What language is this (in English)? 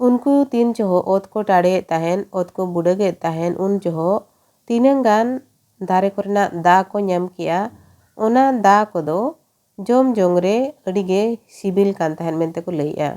Santali